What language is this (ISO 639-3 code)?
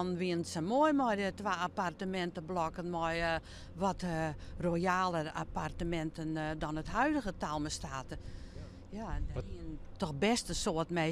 fry